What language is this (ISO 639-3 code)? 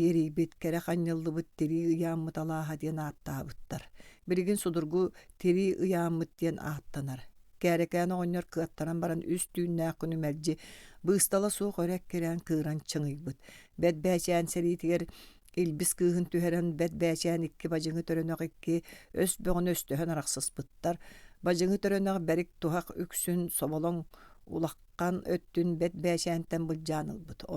sah